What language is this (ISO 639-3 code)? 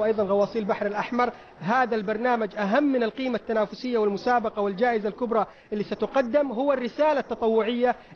ara